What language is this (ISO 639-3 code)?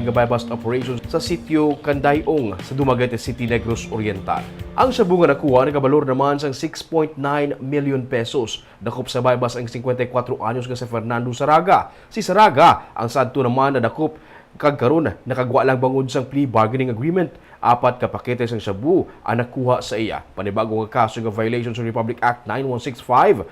hil